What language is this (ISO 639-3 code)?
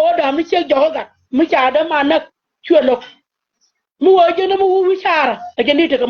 nus